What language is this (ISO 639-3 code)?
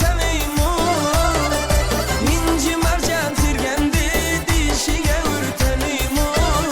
kaa